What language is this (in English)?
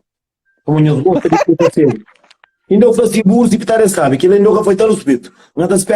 Kabuverdianu